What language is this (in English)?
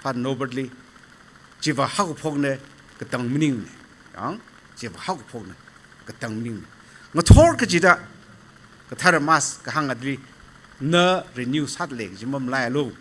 Tangkhul Naga (India)